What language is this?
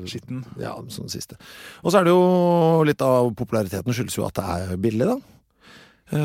Norwegian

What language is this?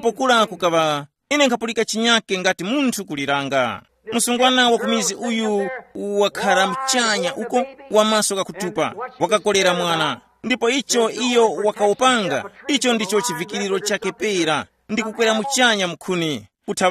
Tumbuka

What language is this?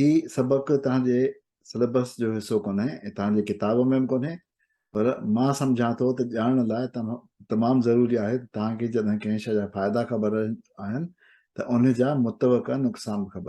Sindhi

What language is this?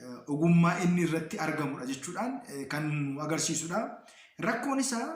Oromo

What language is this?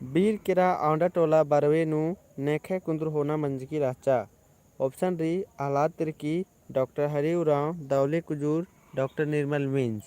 Kurukh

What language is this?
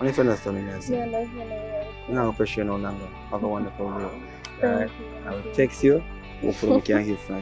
Jamaican Creole English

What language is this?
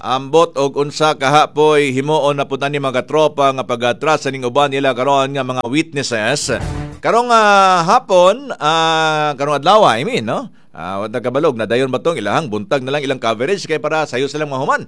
Cebuano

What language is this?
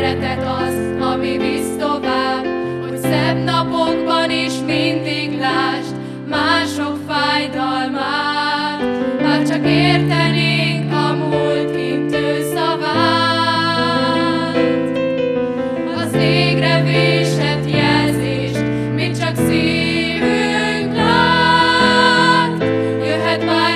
Hungarian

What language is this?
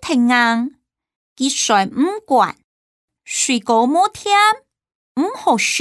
Hakka Chinese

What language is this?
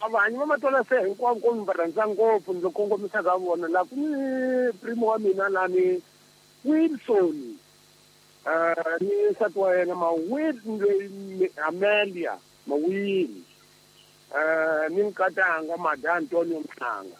Tsonga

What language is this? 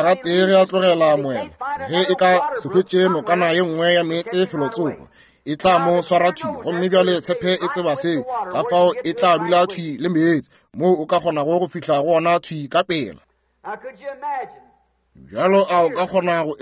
Northern Sotho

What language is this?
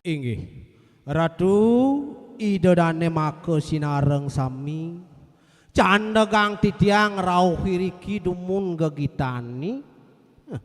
Balinese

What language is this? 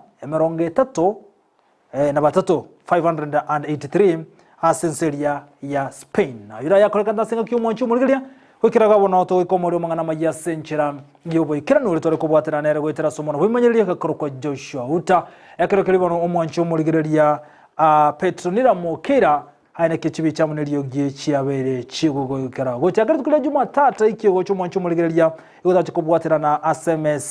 Gusii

